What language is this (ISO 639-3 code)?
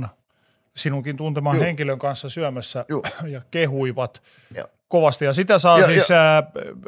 fin